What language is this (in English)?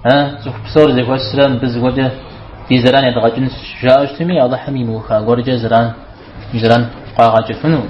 Kabardian